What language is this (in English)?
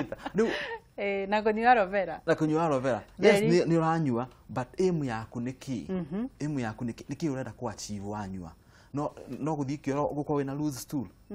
Kikuyu